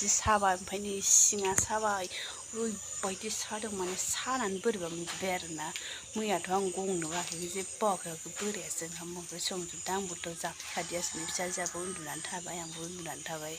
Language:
Bodo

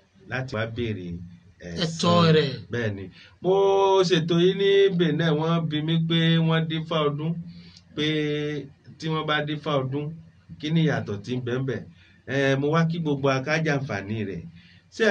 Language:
Yoruba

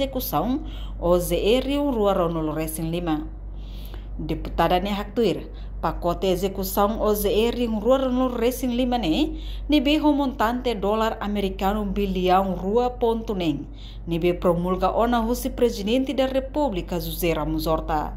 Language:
Tetum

